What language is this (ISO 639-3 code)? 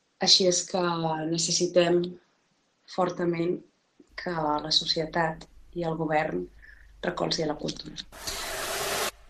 cat